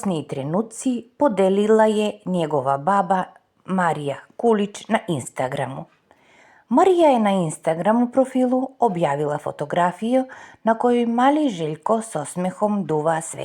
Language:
Serbian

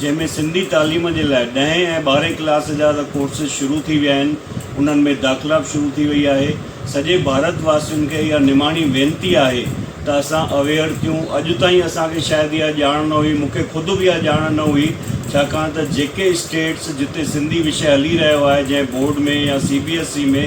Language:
Sindhi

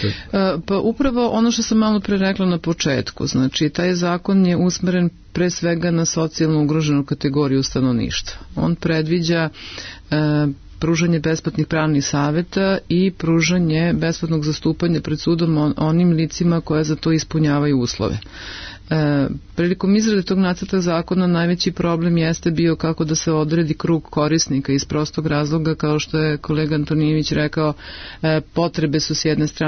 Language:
Serbian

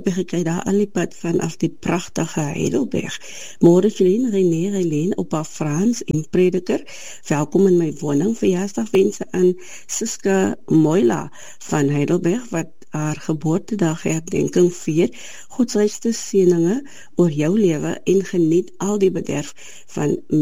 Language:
Afrikaans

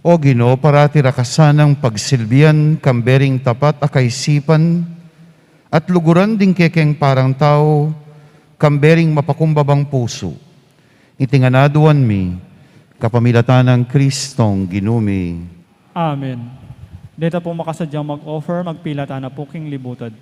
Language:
Pampanga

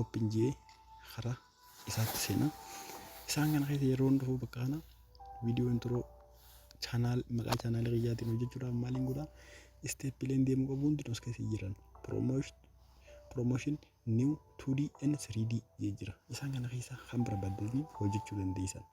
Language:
Oromo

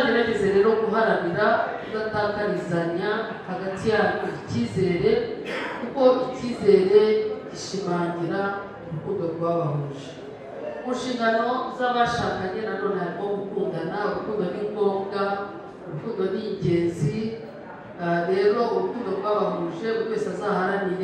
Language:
Kinyarwanda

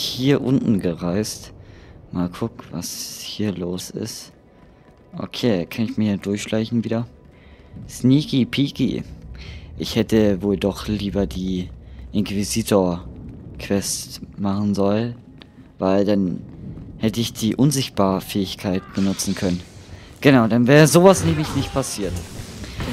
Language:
German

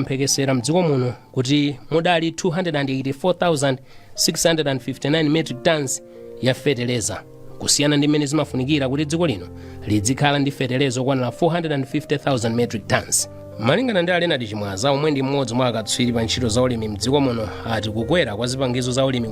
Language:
Nyanja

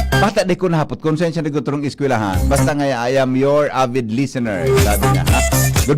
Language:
Bikol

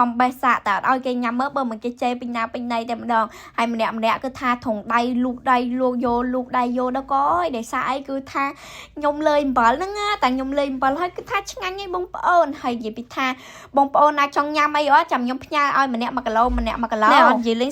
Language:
Khmer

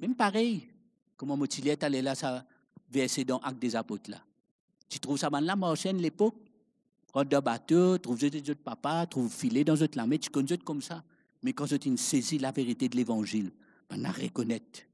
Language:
Morisyen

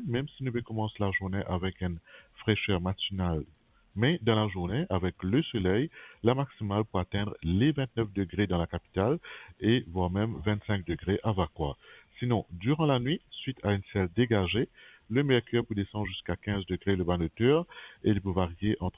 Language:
Morisyen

